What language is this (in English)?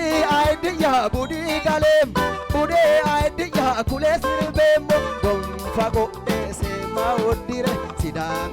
Sidamo